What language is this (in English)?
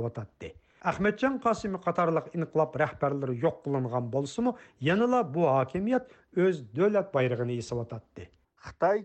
Uyghur